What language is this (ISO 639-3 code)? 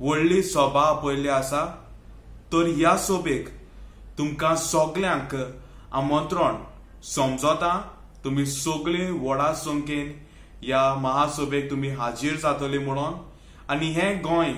kok